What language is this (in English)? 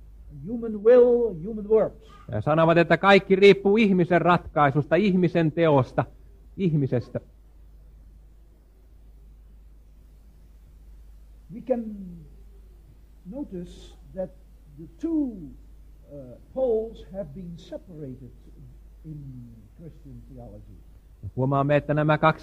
Finnish